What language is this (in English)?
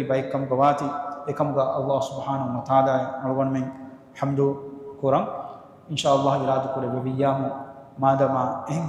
Divehi